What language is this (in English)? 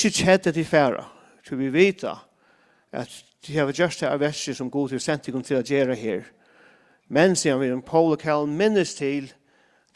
Faroese